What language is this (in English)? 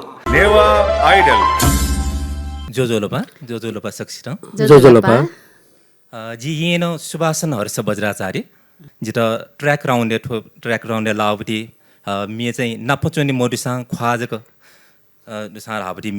Newari